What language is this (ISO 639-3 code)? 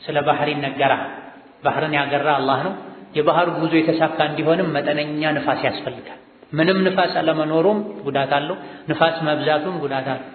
amh